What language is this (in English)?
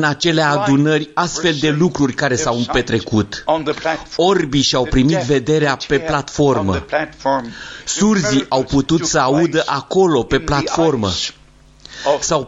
Romanian